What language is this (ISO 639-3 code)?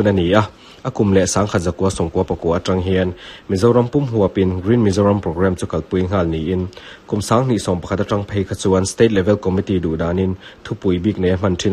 lus